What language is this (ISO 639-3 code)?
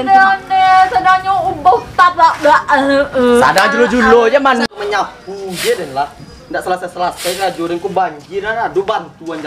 min